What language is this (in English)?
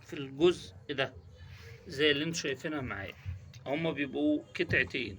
Egyptian Arabic